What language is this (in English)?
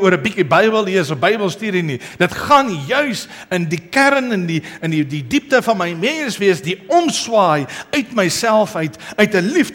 Afrikaans